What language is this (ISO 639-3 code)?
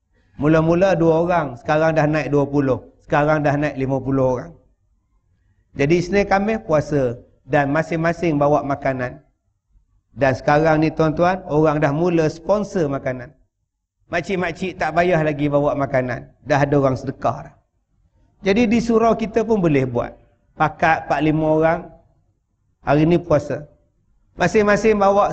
msa